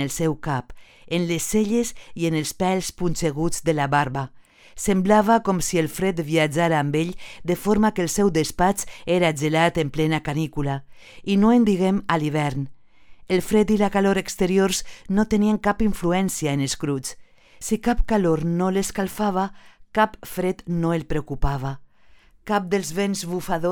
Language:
Catalan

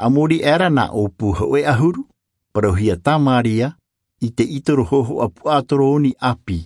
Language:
Tahitian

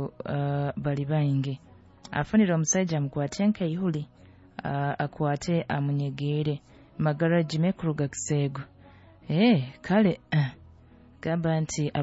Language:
Nyoro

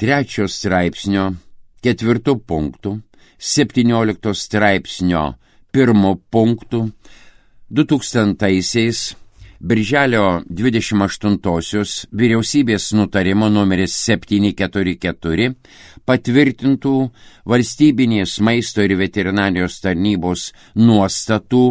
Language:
Lithuanian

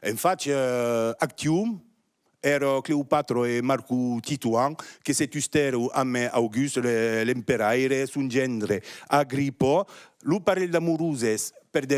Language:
Occitan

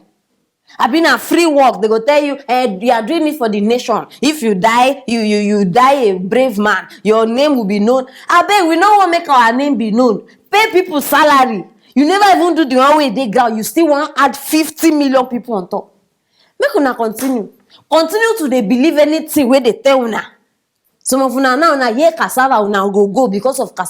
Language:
Nigerian Pidgin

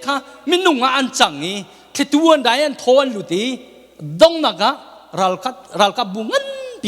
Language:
Hakha Chin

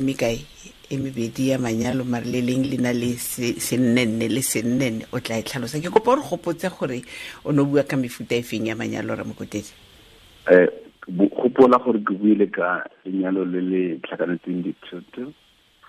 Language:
Tswana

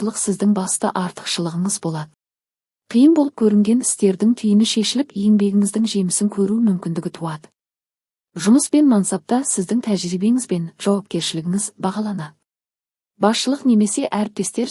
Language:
Kazakh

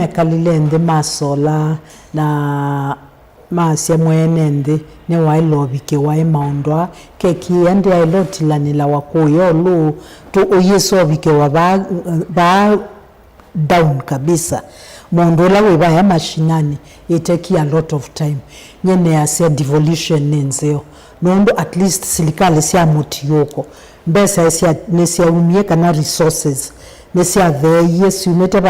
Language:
Kamba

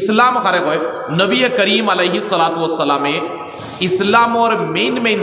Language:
Sylheti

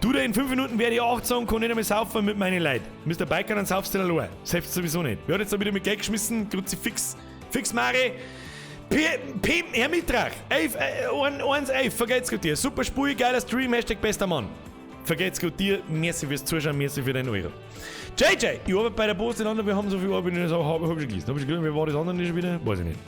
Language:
Bavarian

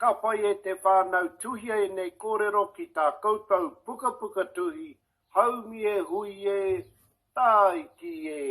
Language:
Māori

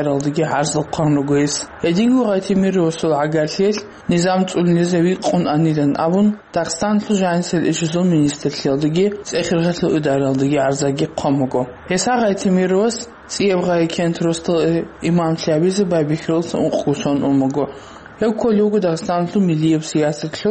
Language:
Avaric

